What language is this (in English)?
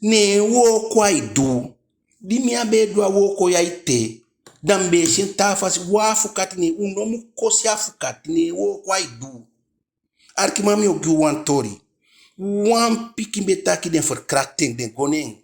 Eastern Maroon Creole